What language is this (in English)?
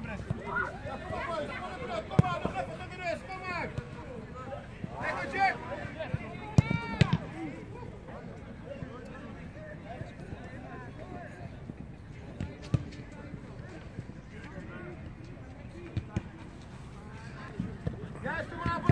Dutch